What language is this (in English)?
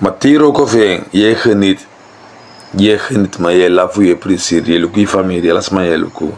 Sranan Tongo